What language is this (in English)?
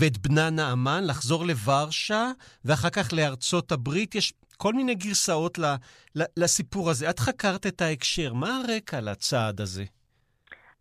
Hebrew